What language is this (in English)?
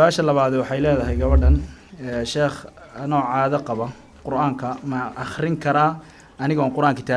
Somali